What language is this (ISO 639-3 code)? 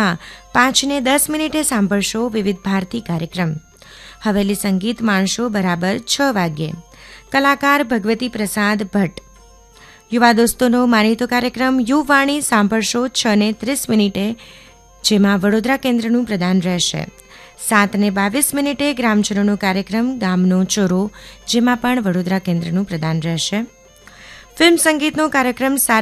guj